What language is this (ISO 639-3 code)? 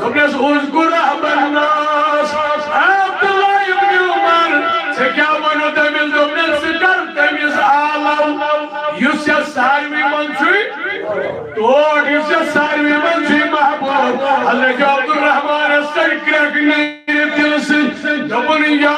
kas